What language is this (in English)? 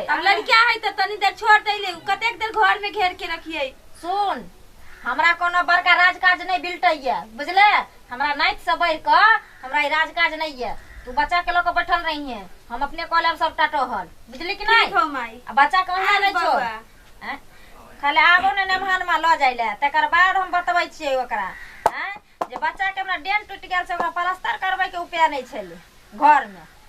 Maithili